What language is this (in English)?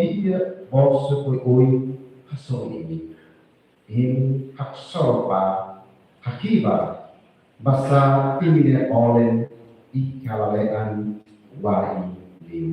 Tetum